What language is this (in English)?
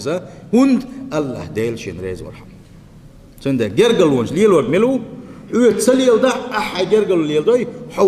Chechen